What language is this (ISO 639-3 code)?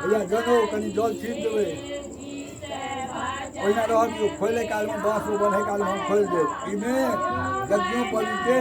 mai